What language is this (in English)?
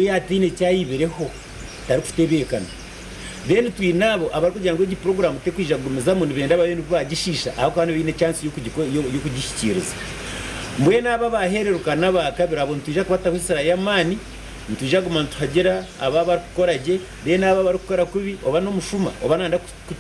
Nyankole